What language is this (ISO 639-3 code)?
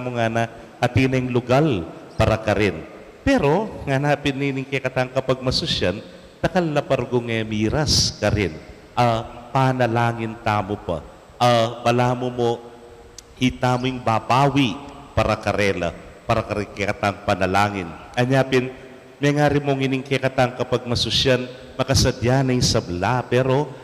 pam